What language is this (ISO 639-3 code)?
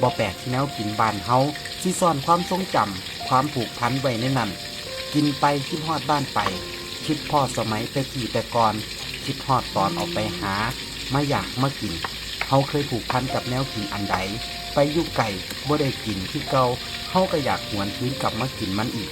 tts